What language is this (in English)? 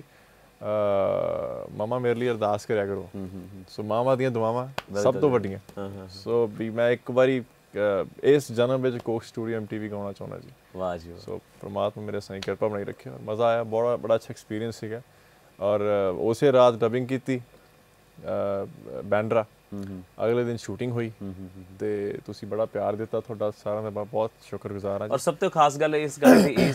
Punjabi